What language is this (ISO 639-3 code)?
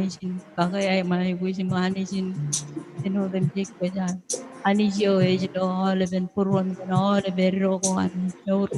mah